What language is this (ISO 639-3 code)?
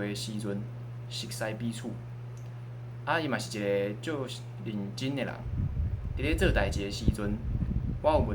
nan